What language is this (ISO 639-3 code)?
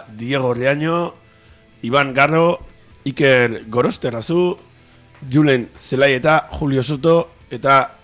eus